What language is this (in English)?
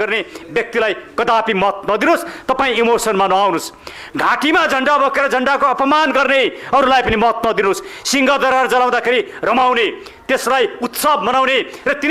Nepali